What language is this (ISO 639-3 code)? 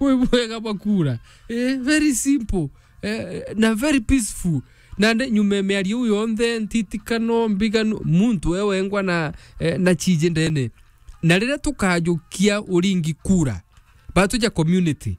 mer